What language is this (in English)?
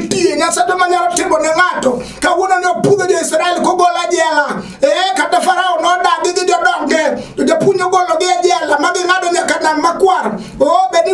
Luo (Kenya and Tanzania)